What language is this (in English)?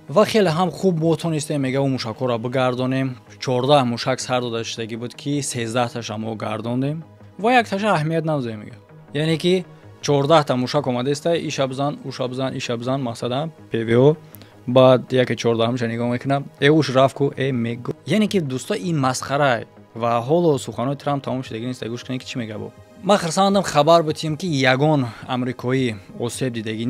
Tajik